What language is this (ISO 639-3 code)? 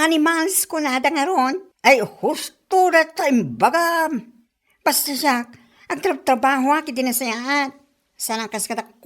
ilo